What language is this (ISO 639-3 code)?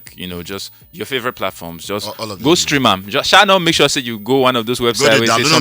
pcm